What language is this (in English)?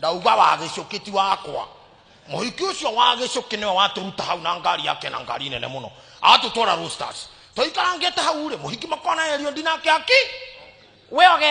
Kikuyu